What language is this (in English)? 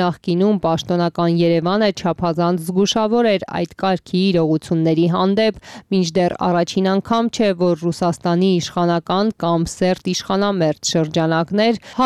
Armenian